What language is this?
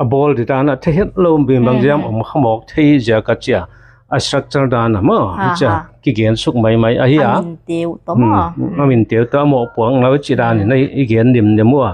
Tedim Chin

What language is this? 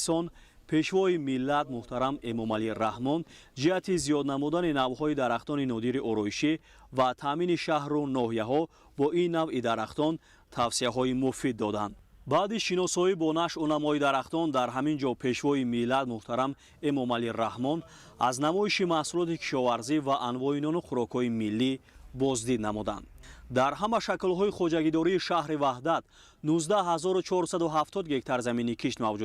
Tajik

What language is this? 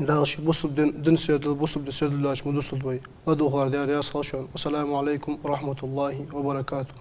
Ingush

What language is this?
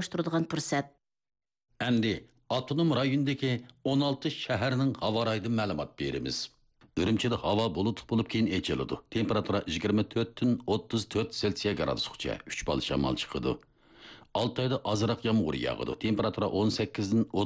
Uyghur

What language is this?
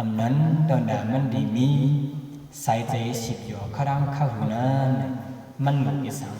Shan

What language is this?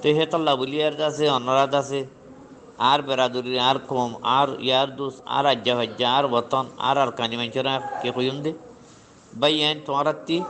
Rohingya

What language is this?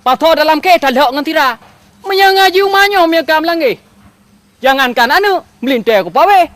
Achinese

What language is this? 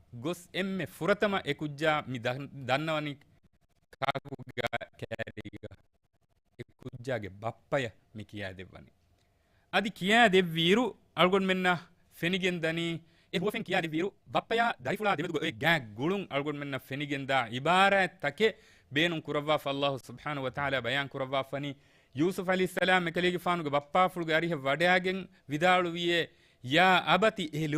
Divehi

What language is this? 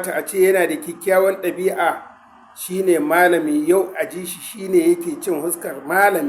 Hausa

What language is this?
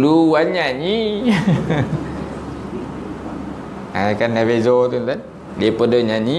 Malay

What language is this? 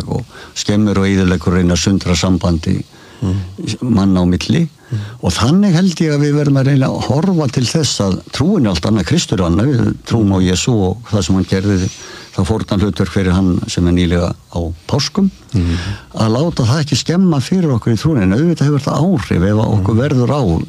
Icelandic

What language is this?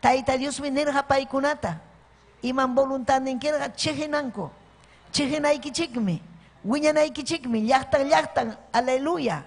Ayacucho Quechua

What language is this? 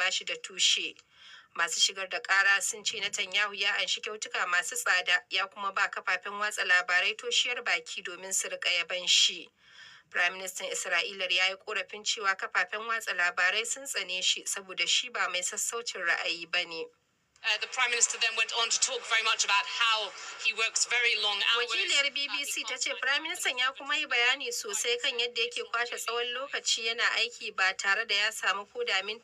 Hausa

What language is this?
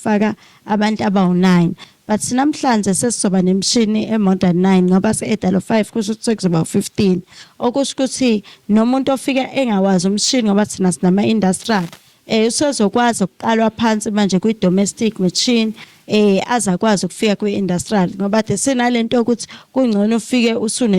Zulu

